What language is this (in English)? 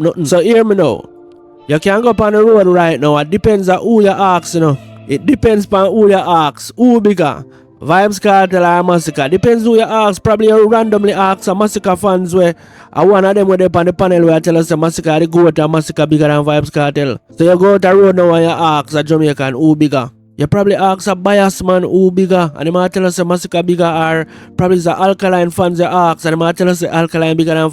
Jamaican Creole English